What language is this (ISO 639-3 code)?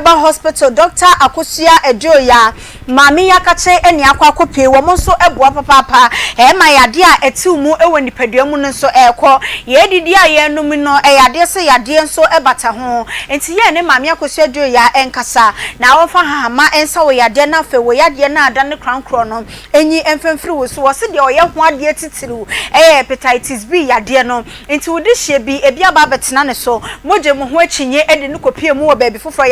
aka